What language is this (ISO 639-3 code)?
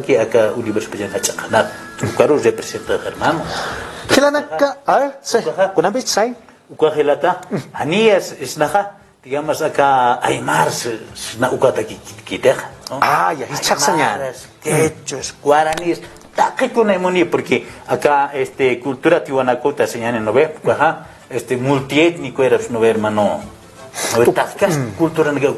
aym